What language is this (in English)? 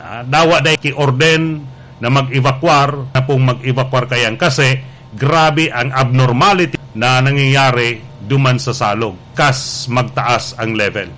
Bikol